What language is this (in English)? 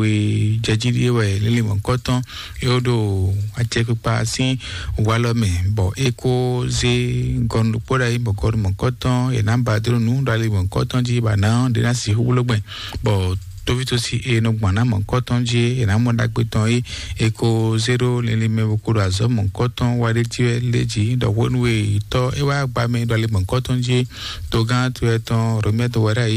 Fon